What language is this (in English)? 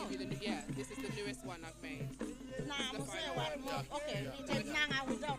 Acoli